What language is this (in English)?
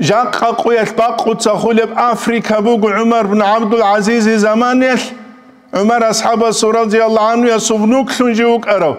Avaric